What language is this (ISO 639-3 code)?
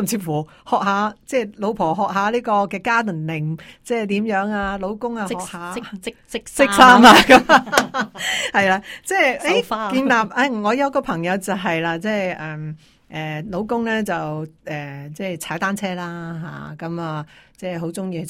yue